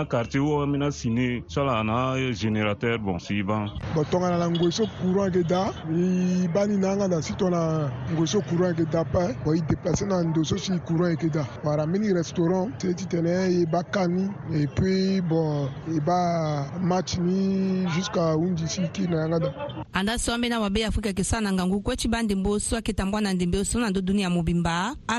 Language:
Sango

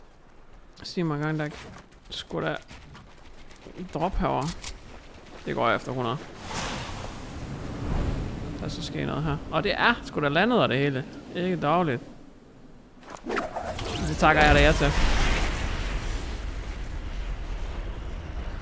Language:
Danish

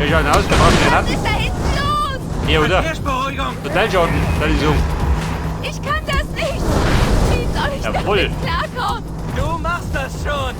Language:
Bavarian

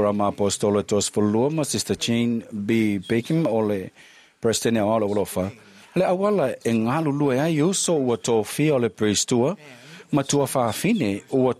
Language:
Samoan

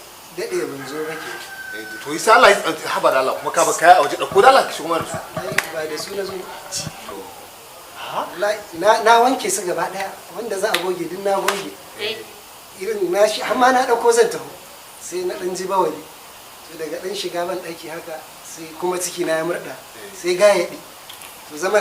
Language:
Hausa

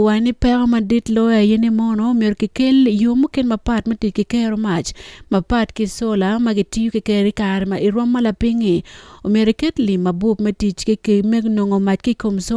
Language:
Acoli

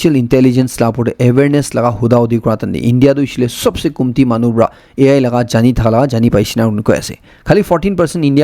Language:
Naga Pidgin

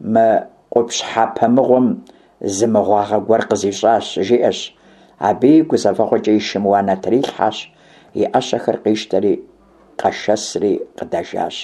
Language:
Kabardian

